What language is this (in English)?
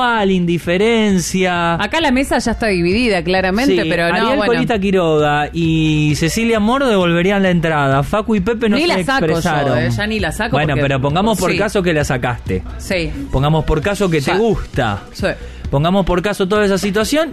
Spanish